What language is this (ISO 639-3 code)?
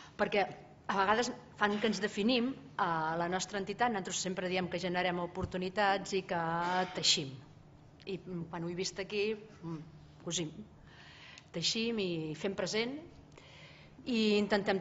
cat